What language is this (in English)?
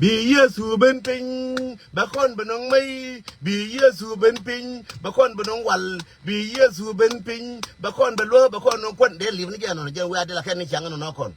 Nuer